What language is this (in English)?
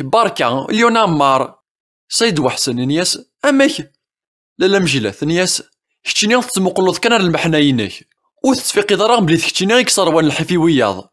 Kabyle